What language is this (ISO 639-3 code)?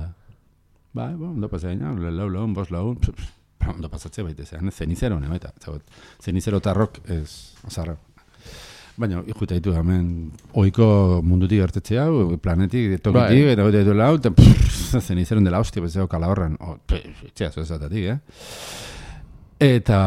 eus